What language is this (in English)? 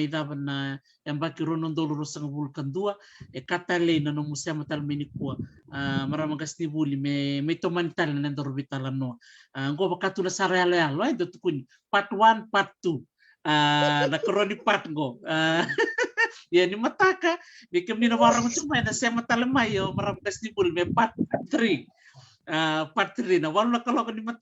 Fijian